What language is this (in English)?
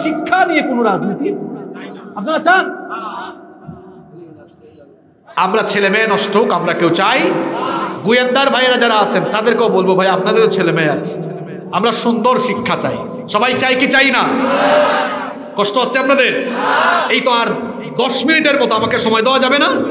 Bangla